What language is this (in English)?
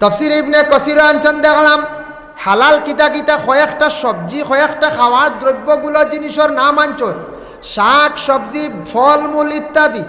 Sylheti